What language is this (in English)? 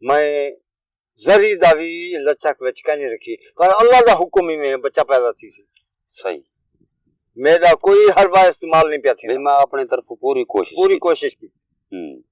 Saraiki